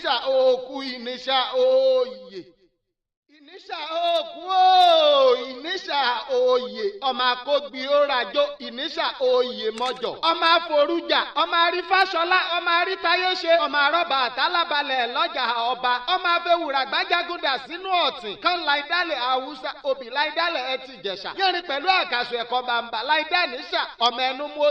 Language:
Yoruba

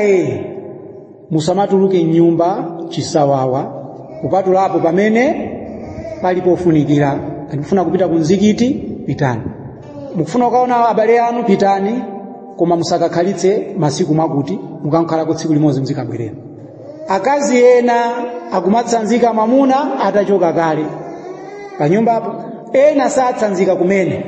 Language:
Nyanja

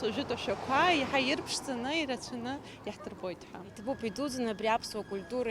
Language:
Abkhazian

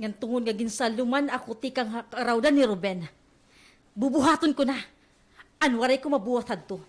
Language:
Waray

